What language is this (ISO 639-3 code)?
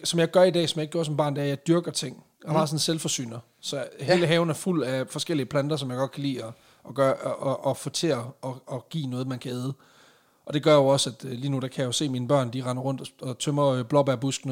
dan